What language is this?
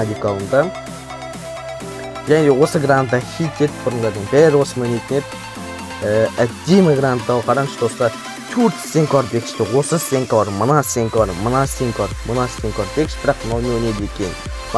Kazakh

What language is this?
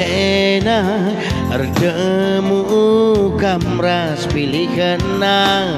Batak Karo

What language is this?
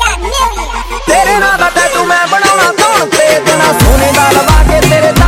Punjabi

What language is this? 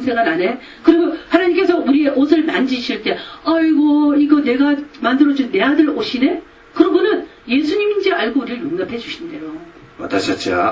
Korean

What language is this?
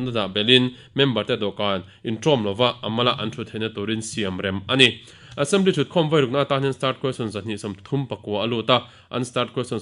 Mizo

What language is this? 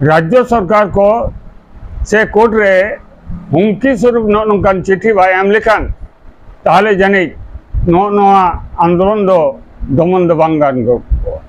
Santali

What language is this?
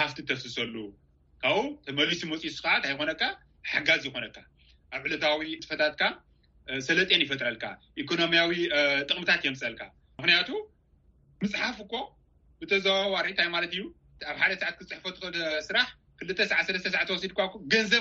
Tigrinya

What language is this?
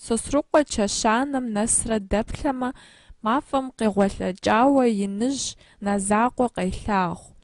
Kabardian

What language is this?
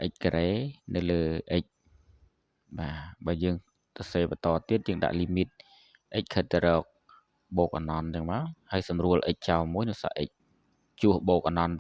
Khmer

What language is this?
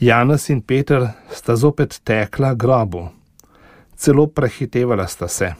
Slovenian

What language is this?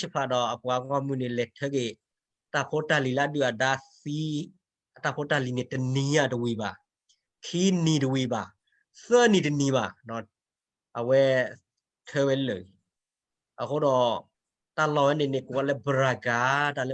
S'gaw Karen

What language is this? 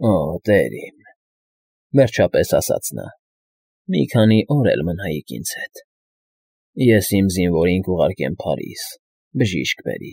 Armenian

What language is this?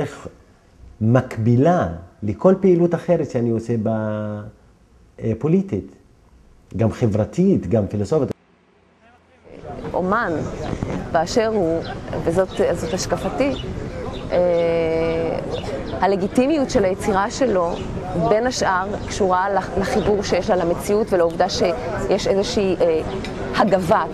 Hebrew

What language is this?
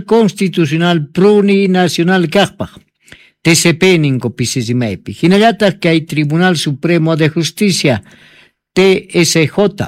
South Bolivian Quechua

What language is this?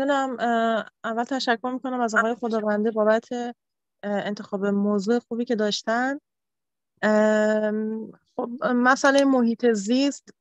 Persian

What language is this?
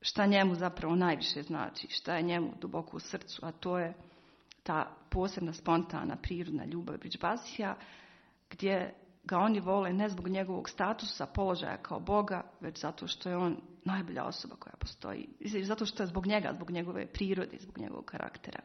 Serbian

